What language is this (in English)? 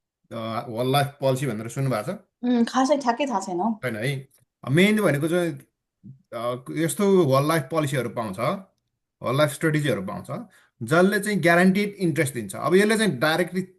Nepali